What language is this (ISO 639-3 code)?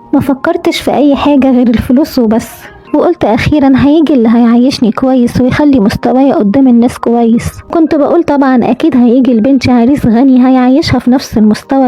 arz